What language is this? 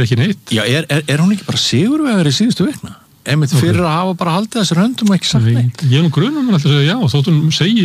Icelandic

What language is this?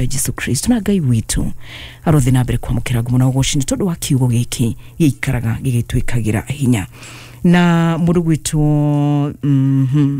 Kikuyu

